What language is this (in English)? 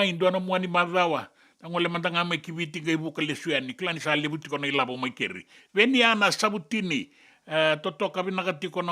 Fijian